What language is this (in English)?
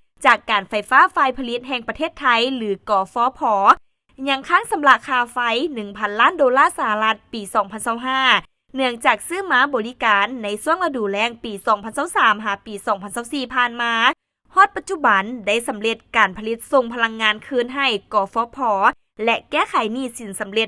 Lao